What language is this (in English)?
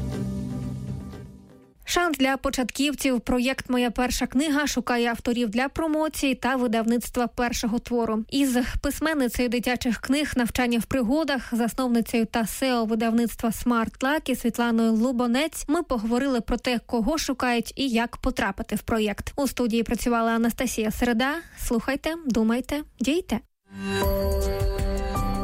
Ukrainian